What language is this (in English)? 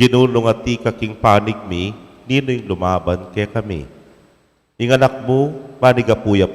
Pampanga